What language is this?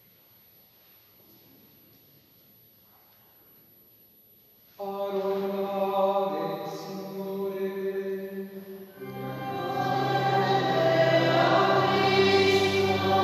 Italian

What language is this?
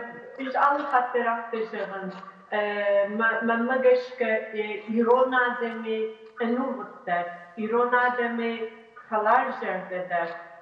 Ossetic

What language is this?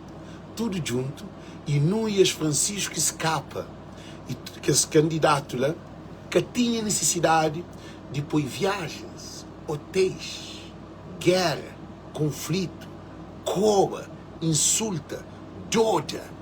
Kabuverdianu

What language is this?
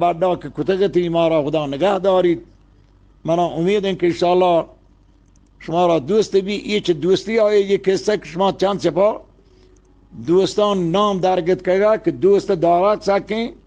Eastern Balochi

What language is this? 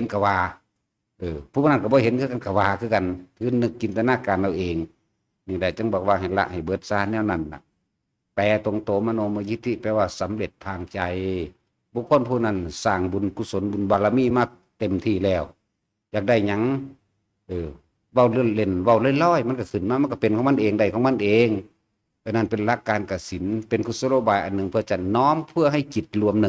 Northeastern Thai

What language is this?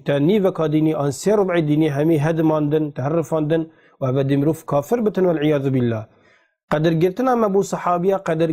Kurdish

